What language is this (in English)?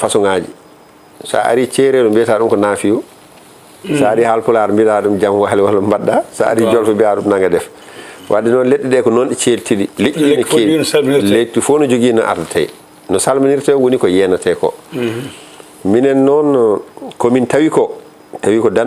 Fula